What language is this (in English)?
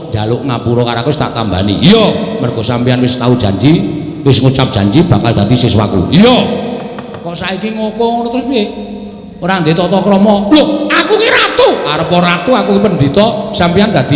Javanese